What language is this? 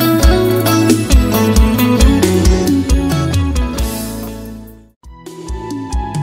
Portuguese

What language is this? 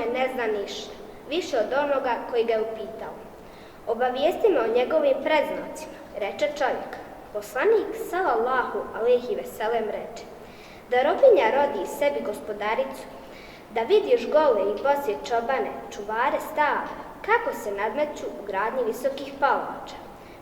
Bosnian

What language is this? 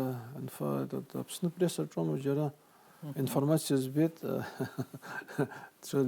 Abkhazian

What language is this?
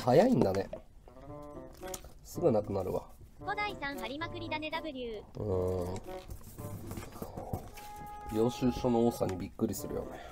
Japanese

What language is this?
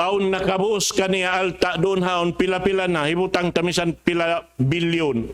Tausug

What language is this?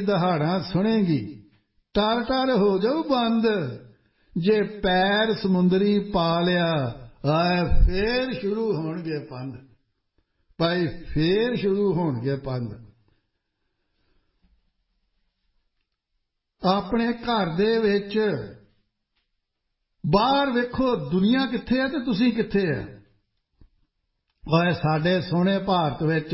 Punjabi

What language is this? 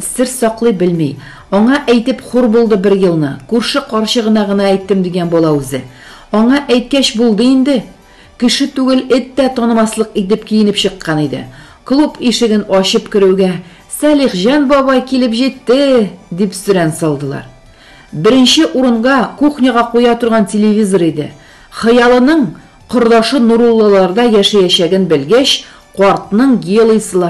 Tatar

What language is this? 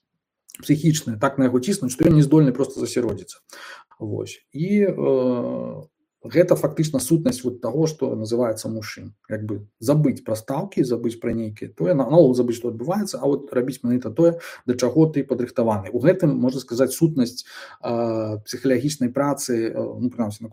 Belarusian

